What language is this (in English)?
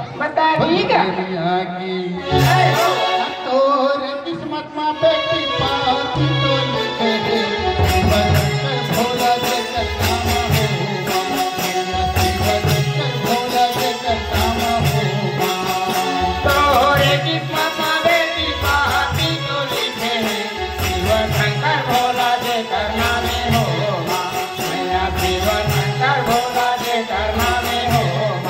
Chhattisgarhi